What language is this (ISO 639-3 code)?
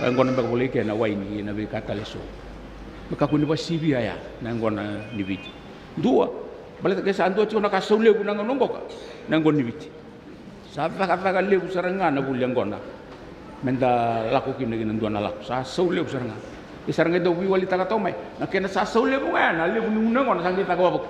fij